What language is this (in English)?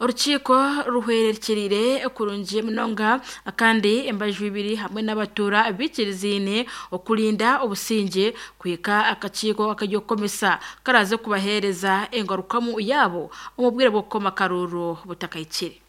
Nyankole